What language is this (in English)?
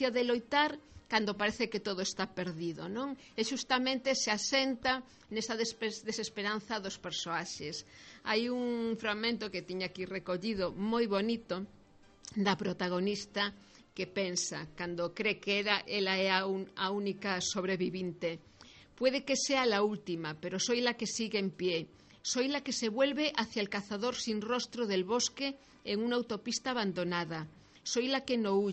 Galician